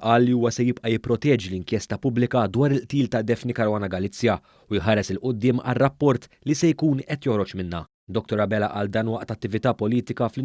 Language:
Maltese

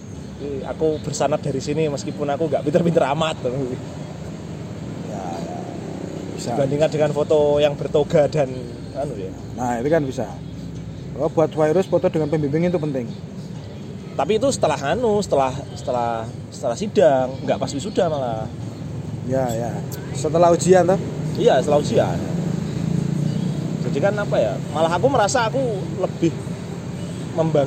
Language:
Indonesian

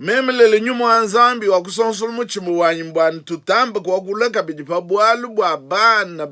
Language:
Luba-Lulua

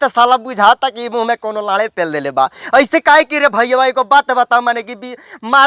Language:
Bhojpuri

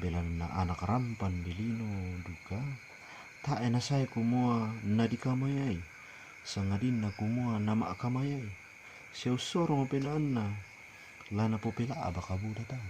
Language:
Toraja-Sa'dan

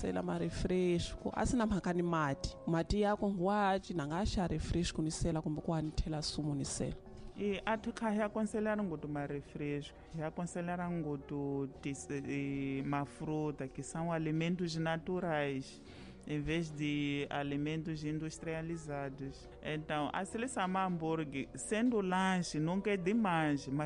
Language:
Tsonga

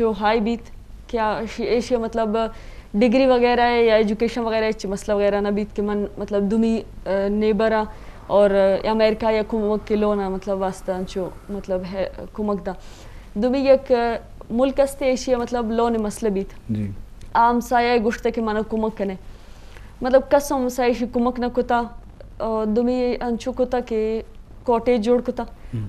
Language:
Eastern Balochi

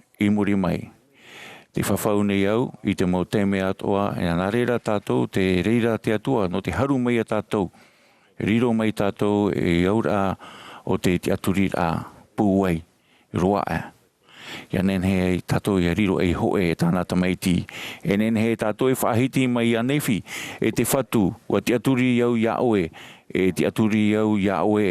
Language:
Tahitian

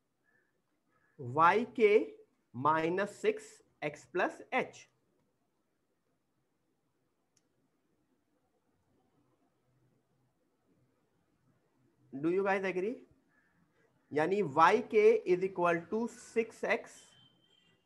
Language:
Hindi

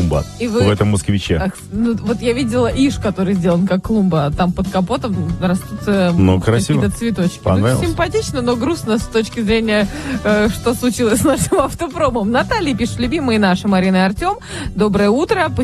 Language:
Russian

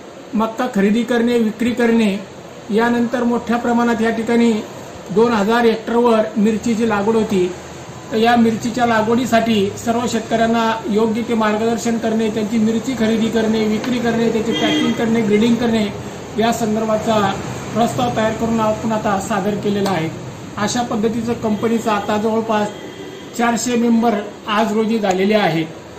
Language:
Marathi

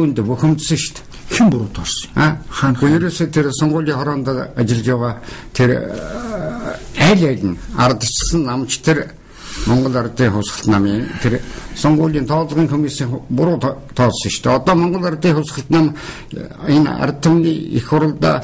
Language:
Mongolian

